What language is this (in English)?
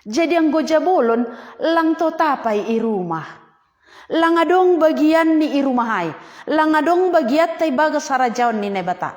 Batak Simalungun